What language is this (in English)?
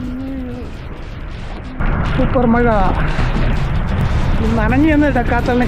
Malayalam